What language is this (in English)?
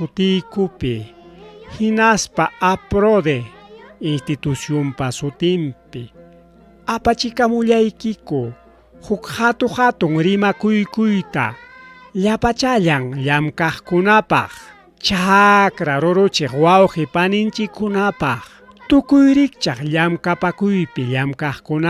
Ayacucho Quechua